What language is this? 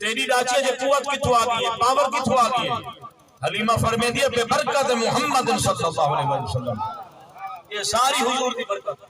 Saraiki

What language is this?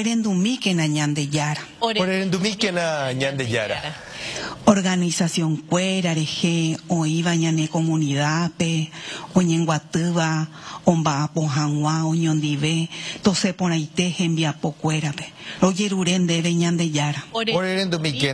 Guarani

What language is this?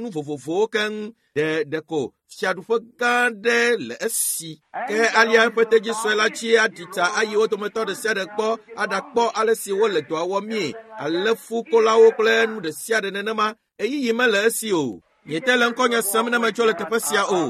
Ewe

